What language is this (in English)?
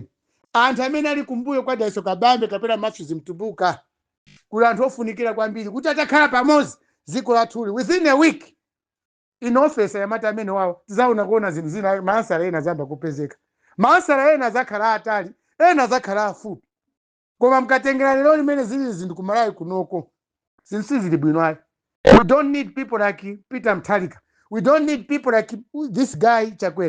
Nyanja